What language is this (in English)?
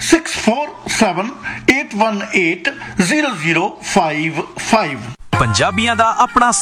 Punjabi